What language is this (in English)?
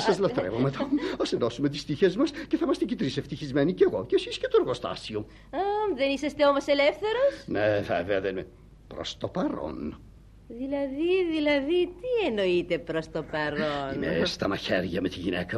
Greek